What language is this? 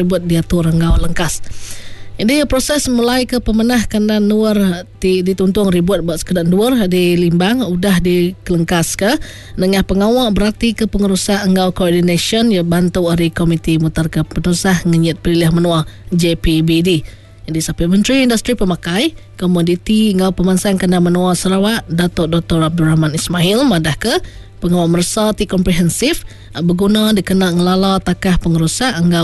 Iban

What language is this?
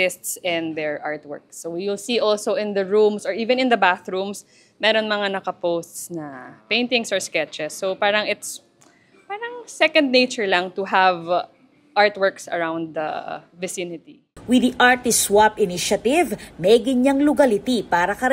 Pampanga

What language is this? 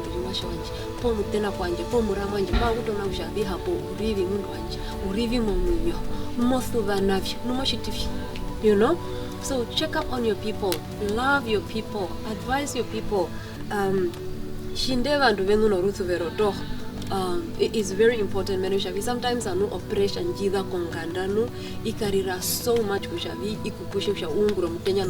Herero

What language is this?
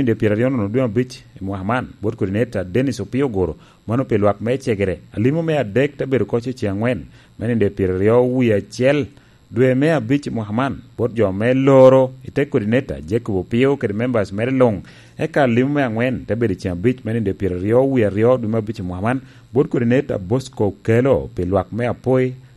Lango (Uganda)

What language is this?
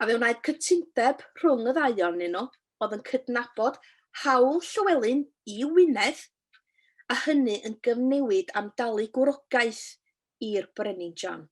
Welsh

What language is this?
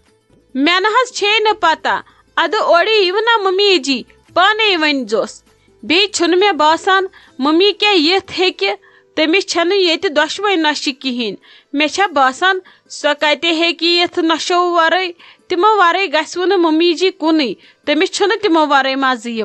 Kashmiri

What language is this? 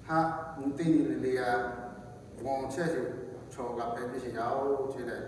Lahu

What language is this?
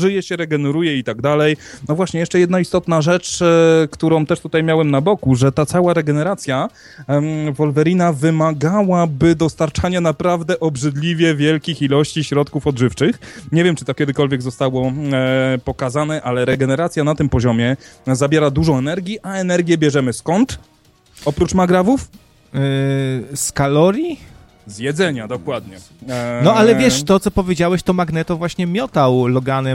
Polish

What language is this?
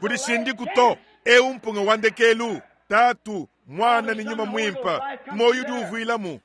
Luba-Lulua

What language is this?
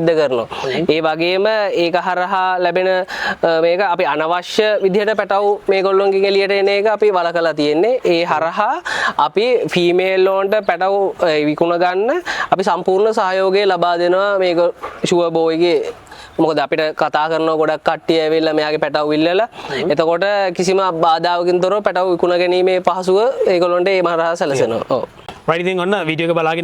Sinhala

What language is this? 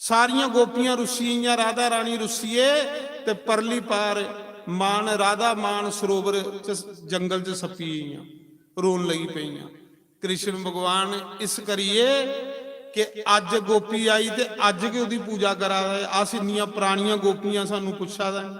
Dogri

